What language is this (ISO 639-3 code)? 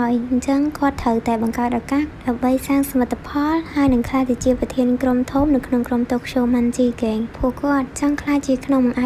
khm